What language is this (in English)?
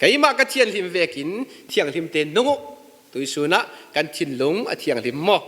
Falam Chin